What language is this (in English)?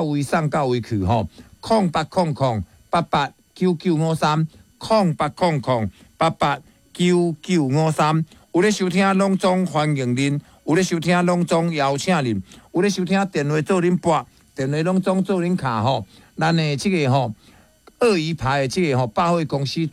Min Nan Chinese